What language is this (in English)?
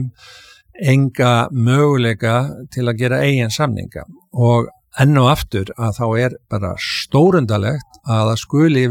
Icelandic